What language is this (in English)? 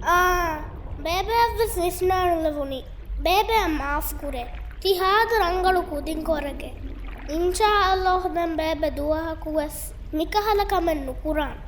Divehi